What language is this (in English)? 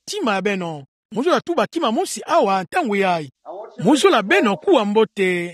Kituba (Democratic Republic of Congo)